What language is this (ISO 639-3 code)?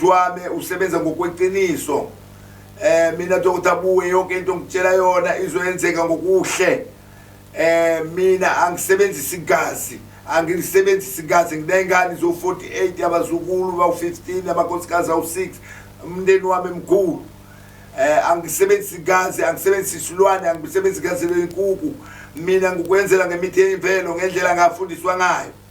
zul